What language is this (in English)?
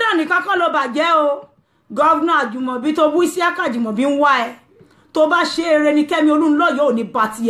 Yoruba